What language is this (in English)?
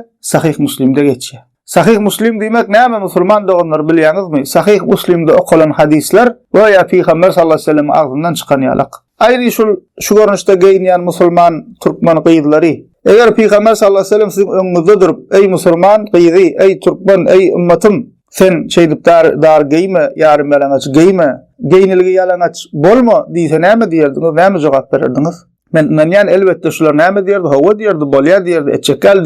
Turkmen